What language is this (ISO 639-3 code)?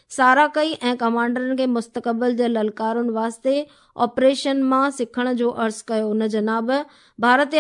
snd